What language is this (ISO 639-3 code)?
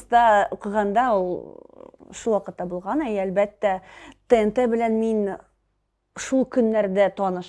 tat